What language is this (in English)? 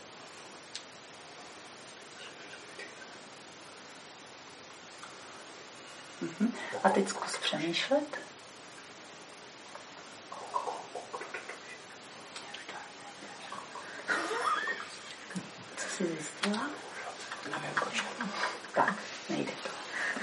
Czech